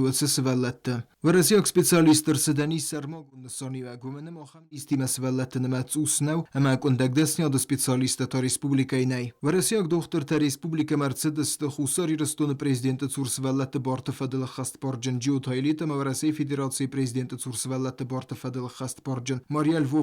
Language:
Ossetic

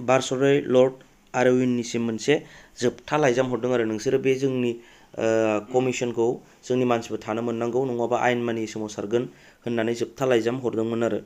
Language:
Bodo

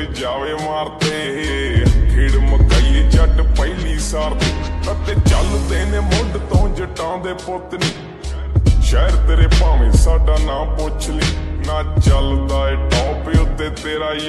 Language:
Punjabi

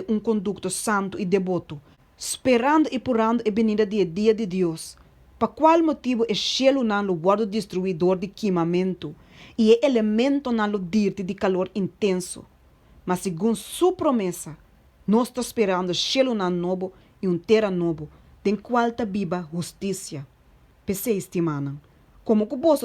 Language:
Papiamento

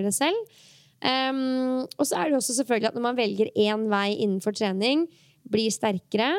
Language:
Norwegian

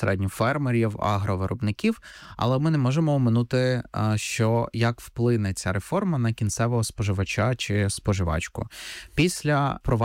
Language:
Ukrainian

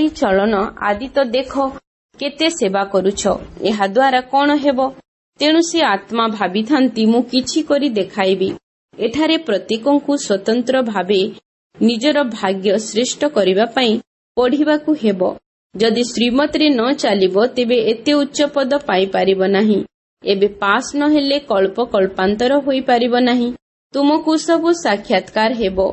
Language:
Odia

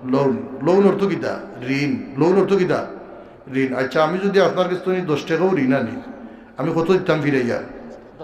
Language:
Sylheti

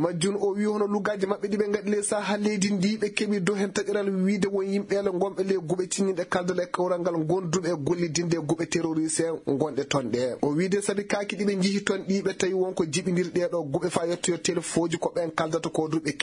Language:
Fula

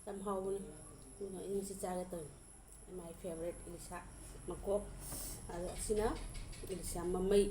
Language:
Manipuri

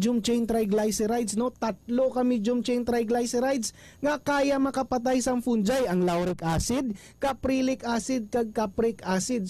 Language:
Hiligaynon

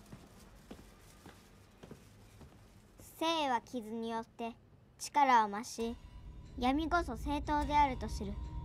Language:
Japanese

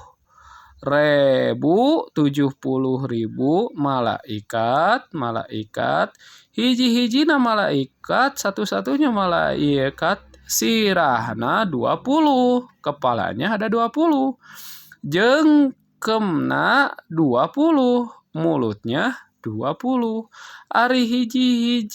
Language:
Sundanese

